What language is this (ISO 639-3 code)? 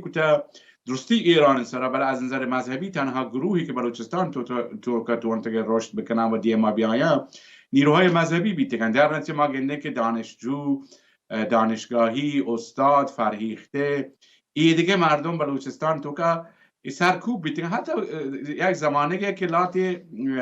bal